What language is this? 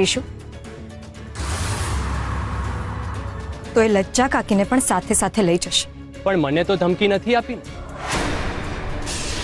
Gujarati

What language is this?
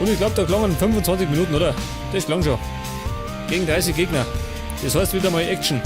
Bavarian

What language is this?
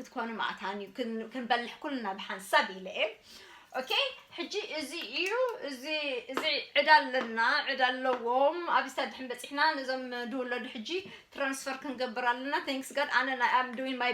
Tigrinya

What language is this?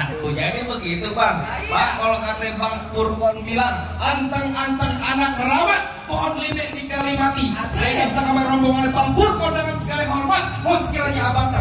Betawi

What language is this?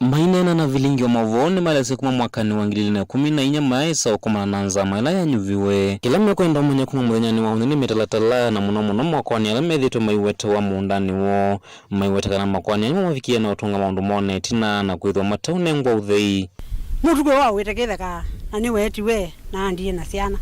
Kamba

